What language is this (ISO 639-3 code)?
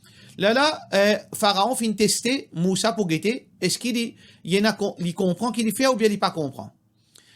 mfe